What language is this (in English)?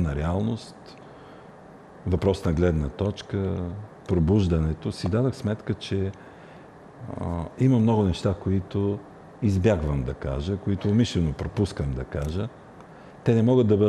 Bulgarian